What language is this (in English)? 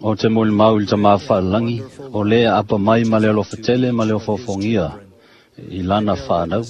Samoan